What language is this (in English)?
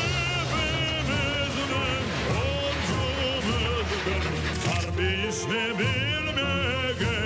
Crimean Tatar